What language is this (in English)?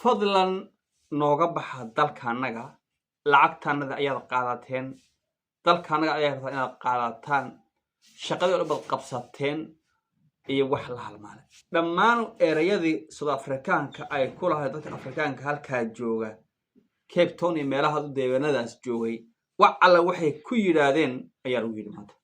Somali